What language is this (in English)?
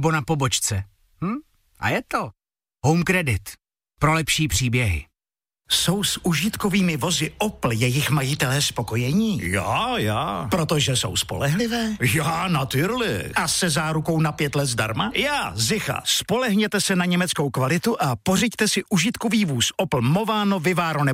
Czech